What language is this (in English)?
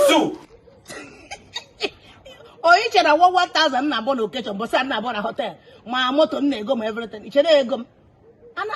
Igbo